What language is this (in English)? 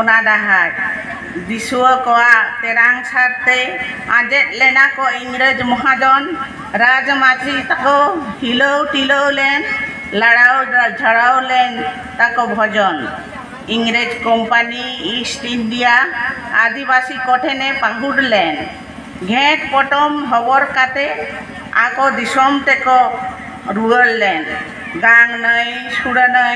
Santali